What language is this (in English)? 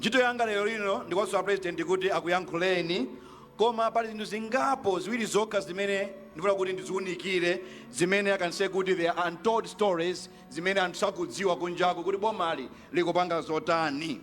Nyanja